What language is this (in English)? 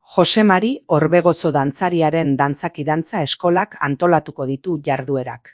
Basque